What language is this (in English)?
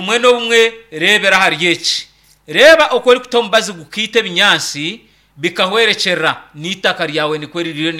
Nyankole